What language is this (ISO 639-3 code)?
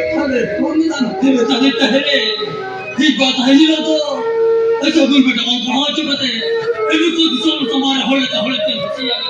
sat